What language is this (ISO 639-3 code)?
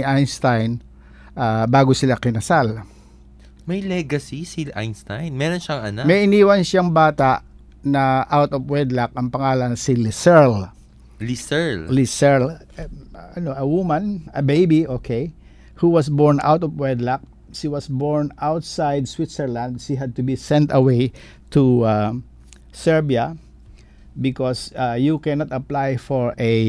fil